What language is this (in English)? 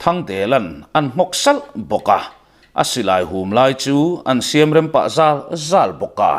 Mizo